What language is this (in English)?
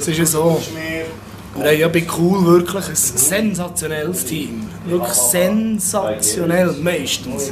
Swiss German